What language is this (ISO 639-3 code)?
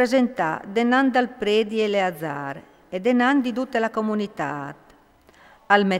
fur